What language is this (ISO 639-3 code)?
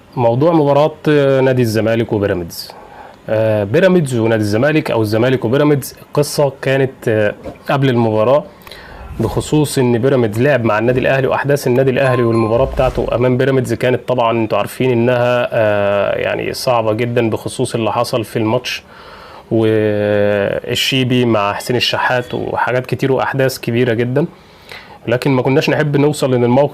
arz